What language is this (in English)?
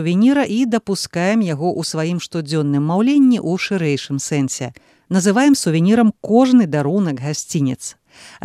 Belarusian